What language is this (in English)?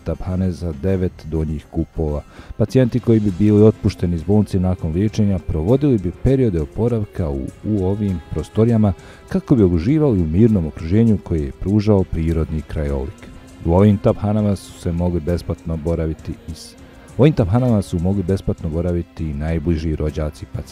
Bosnian